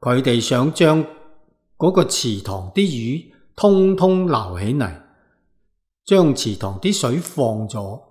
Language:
Cantonese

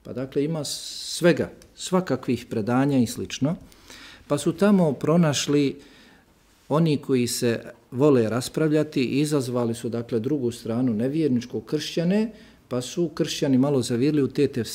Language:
Bosnian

